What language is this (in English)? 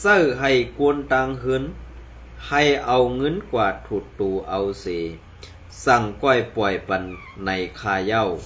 Shan